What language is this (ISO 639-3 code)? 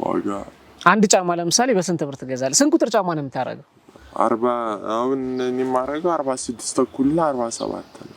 amh